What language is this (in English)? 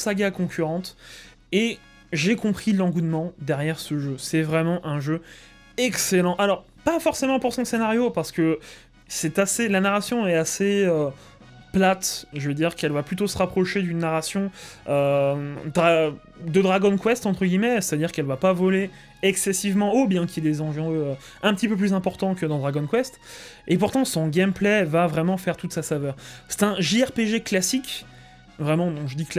French